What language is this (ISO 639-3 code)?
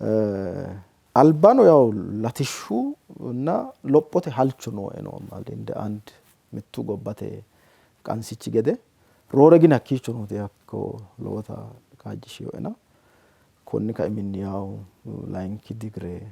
sid